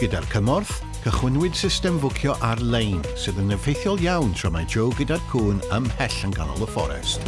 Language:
Welsh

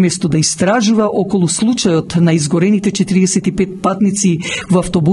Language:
Macedonian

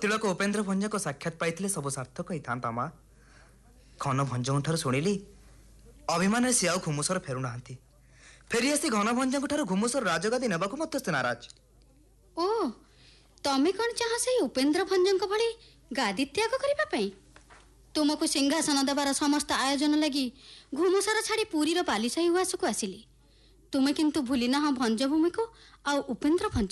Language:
Odia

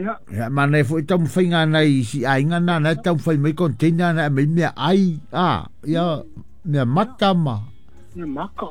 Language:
Samoan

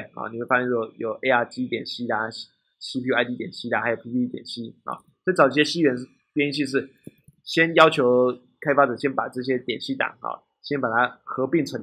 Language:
Chinese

